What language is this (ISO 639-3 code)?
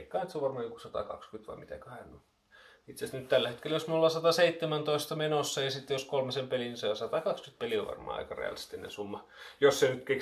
fin